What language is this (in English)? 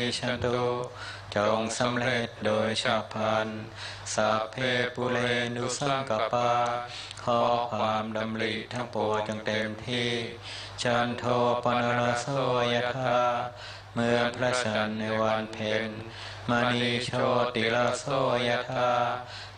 Thai